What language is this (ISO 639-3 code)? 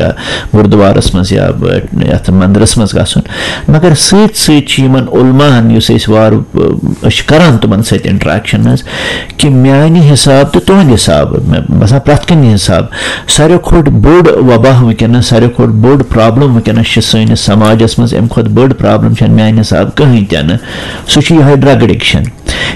kas